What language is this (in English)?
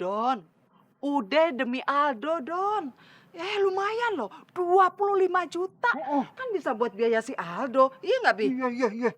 Betawi